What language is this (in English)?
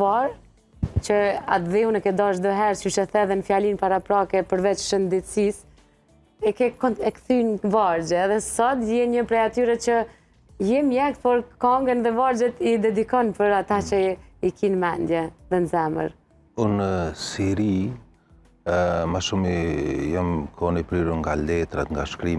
Albanian